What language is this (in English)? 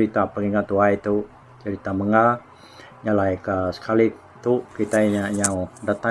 Iban